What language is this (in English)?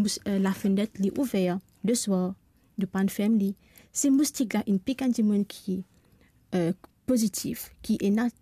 Morisyen